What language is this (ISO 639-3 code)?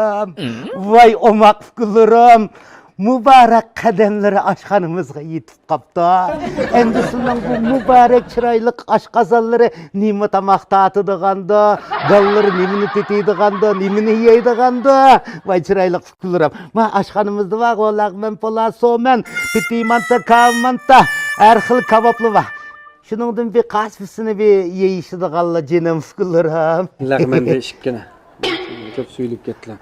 uig